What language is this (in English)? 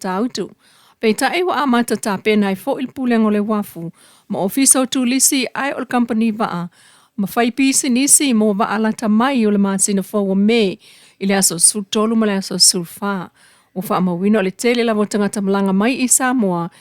Samoan